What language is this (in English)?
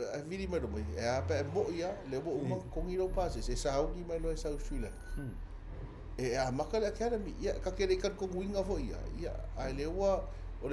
Samoan